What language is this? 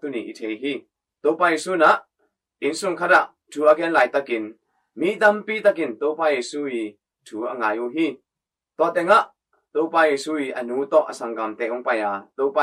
Tedim Chin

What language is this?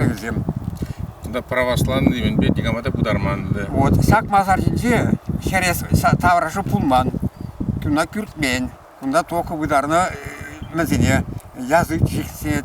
Chuvash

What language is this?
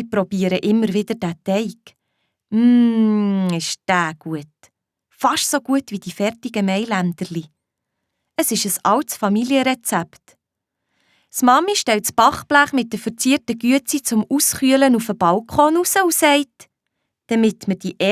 Swiss German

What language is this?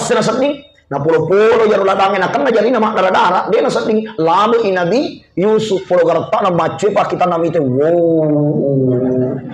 Buginese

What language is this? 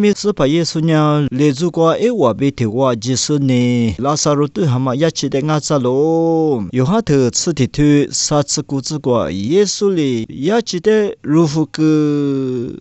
Lisu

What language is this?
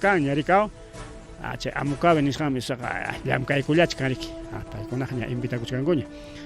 Ayacucho Quechua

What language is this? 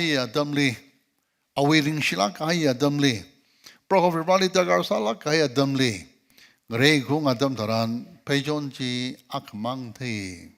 Tangkhul Naga (India)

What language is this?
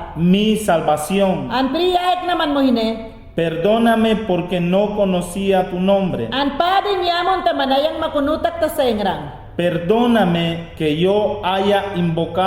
Mayangna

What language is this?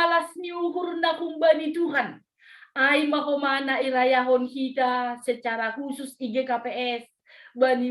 Batak Simalungun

